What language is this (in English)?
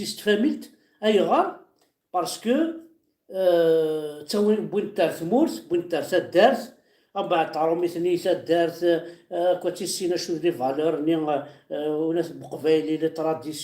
Kabyle